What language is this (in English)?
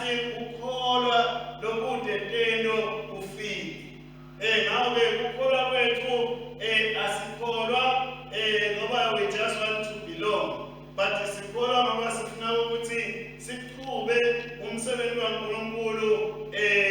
Swati